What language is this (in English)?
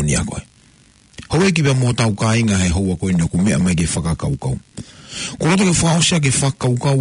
Tongan